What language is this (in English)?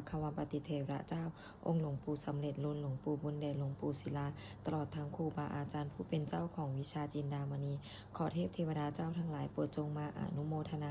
Pali